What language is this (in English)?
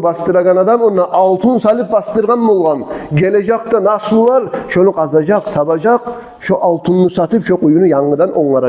Kumyk